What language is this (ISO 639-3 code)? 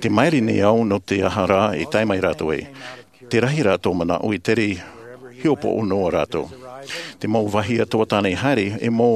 tah